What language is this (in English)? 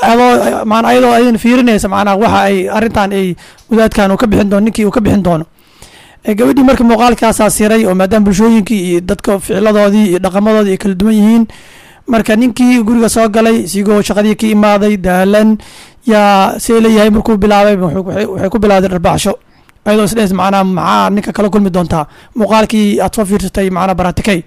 Somali